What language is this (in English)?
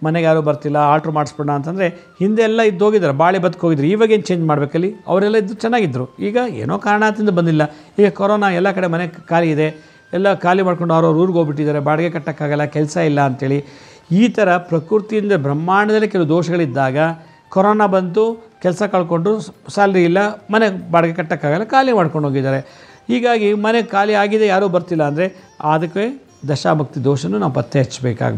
Kannada